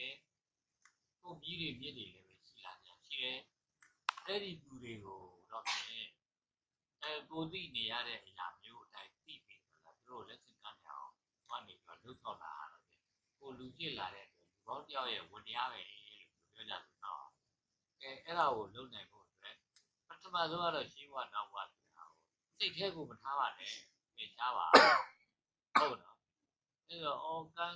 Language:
Burmese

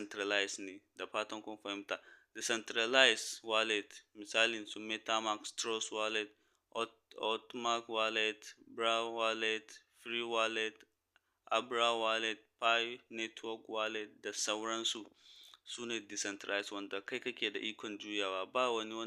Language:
Hausa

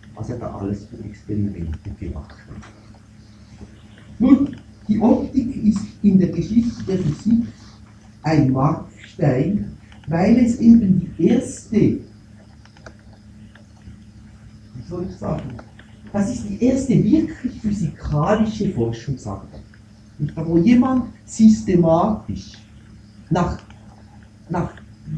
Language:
German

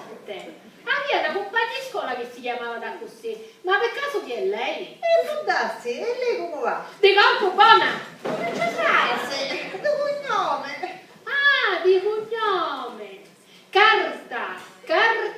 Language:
Sicilian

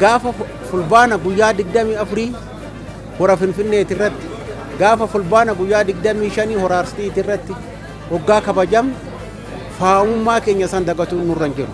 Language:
Oromo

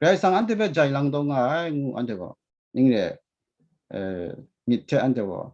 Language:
Kachin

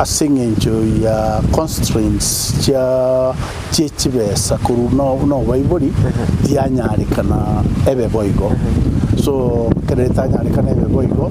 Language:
Gusii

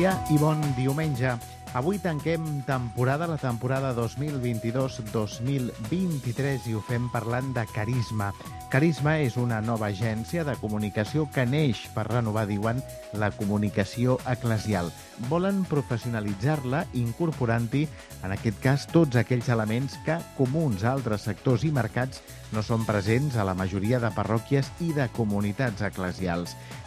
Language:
Catalan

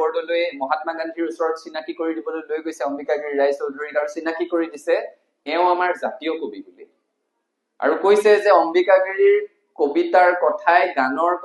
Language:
Assamese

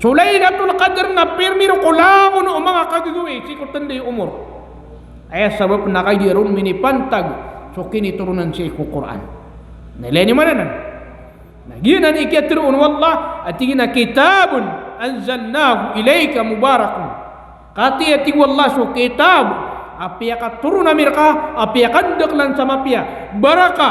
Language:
Maranao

